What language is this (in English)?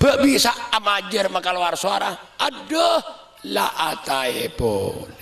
Madurese